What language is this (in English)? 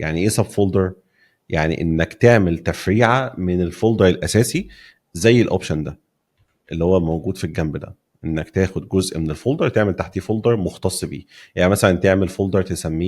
Egyptian Arabic